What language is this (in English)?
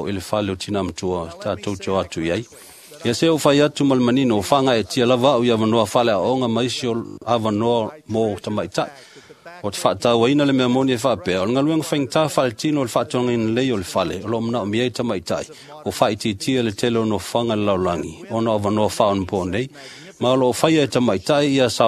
Samoan